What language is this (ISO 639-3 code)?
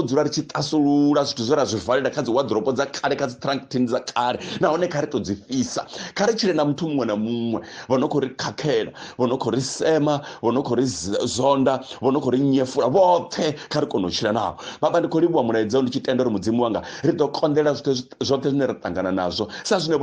ven